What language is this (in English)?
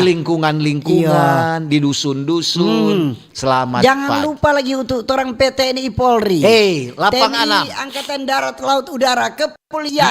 Manado Malay